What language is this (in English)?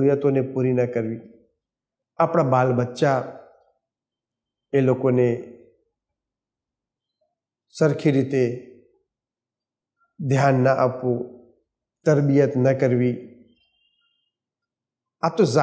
Gujarati